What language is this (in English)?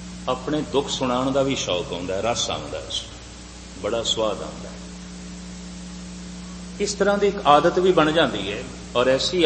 Punjabi